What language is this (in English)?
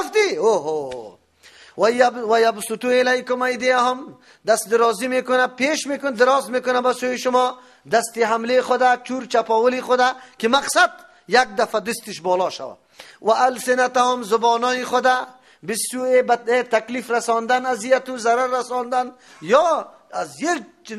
Persian